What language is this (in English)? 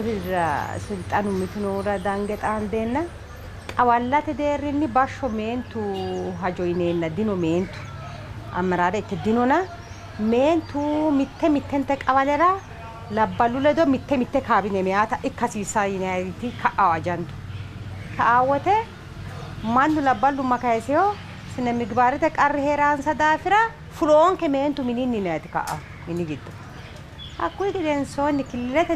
Sidamo